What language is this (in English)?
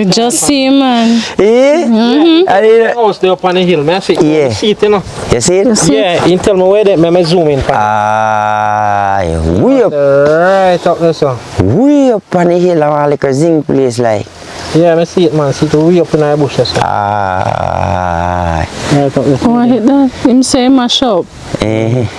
Jamaican Creole English